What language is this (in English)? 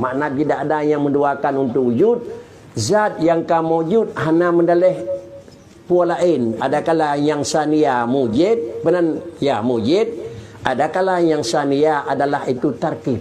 Achinese